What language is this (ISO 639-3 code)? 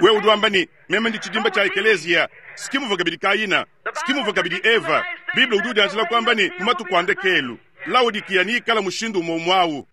lua